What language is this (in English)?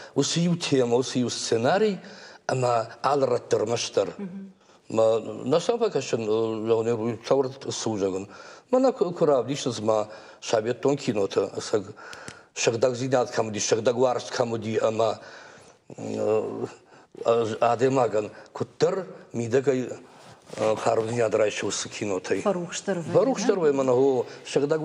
Ossetic